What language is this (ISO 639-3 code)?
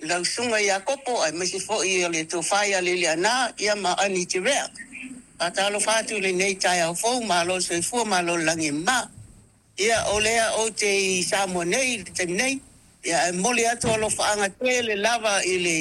smo